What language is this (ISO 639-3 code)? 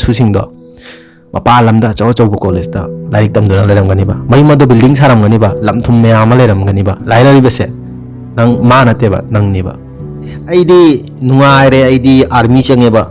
mni